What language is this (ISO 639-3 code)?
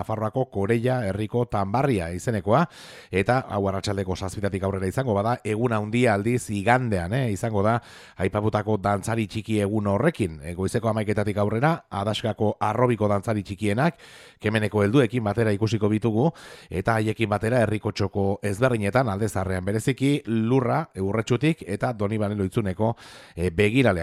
eus